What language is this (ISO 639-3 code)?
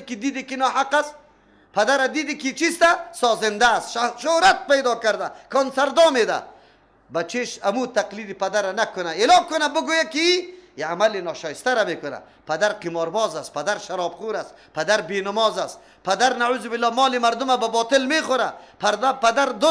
fas